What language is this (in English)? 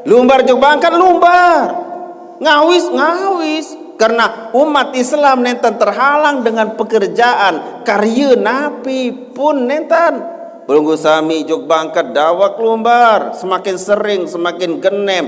Sasak